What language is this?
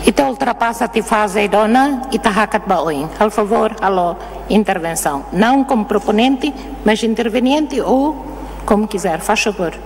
Tetum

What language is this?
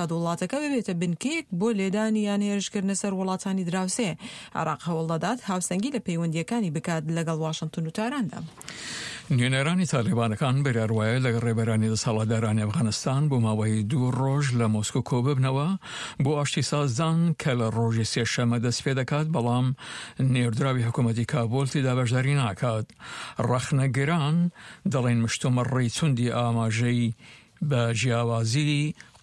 Central Kurdish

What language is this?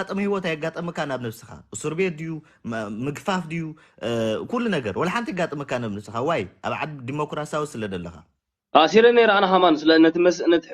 Tigrinya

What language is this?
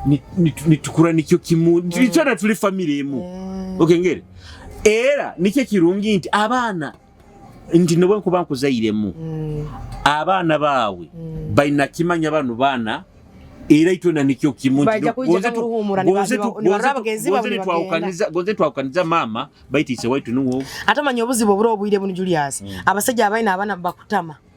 Nyoro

